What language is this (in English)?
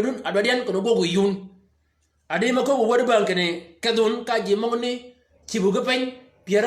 Shilluk